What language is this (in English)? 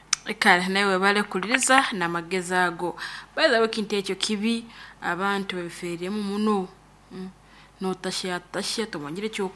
Nyoro